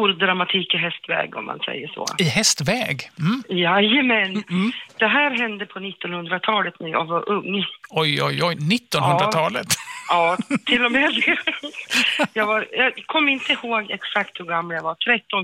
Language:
Swedish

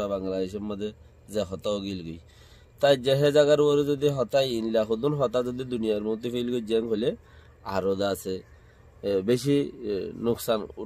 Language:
Rohingya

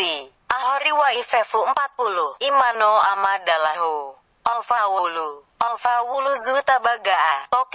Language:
Nias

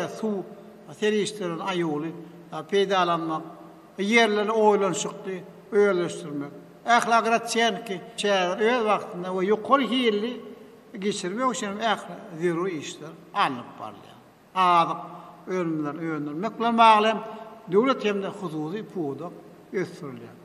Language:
Turkmen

